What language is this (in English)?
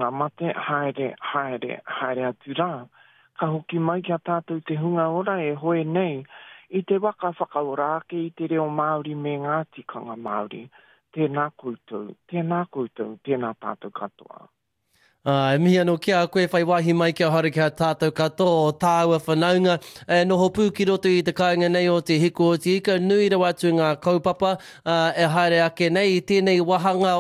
Māori